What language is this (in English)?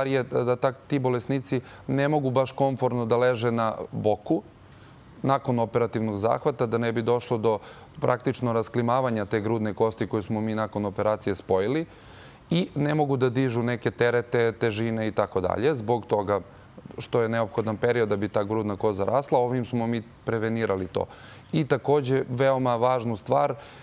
Serbian